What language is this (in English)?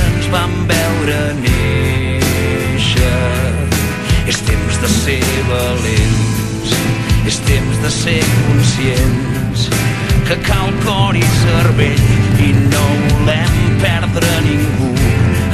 Catalan